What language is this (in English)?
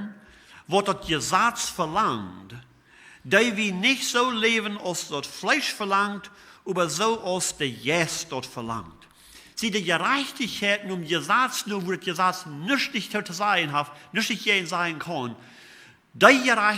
Plautdietsch